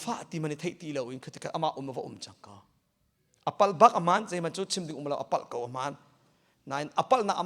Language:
Hakha Chin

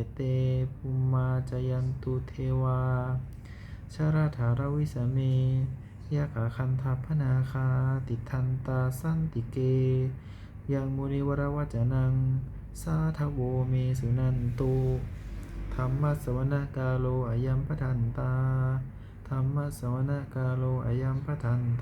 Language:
Pali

